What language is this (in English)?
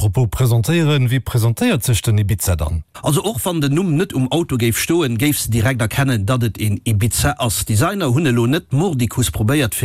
Luxembourgish